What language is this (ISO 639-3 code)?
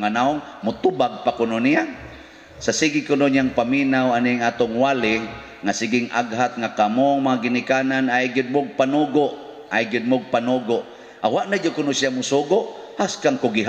ceb